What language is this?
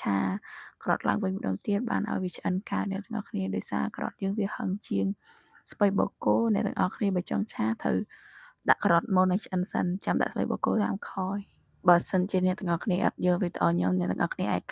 Khmer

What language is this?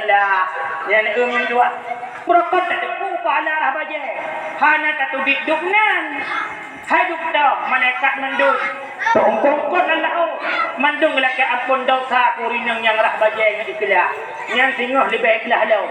Achinese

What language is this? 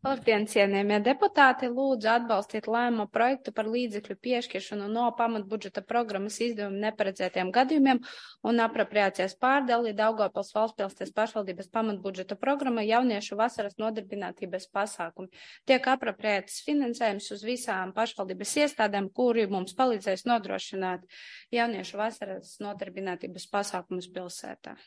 Latvian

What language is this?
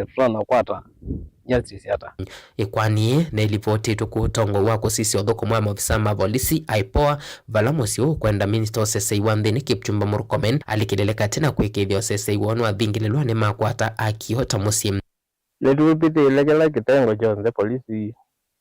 Kamba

